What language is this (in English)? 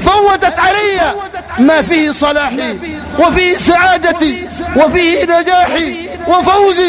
Arabic